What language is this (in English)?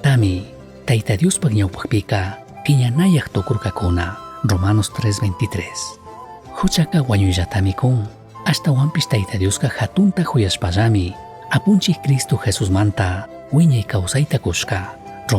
Chimborazo Highland Quichua